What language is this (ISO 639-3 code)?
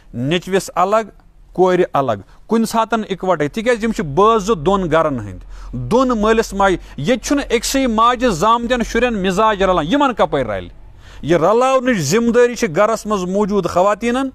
kas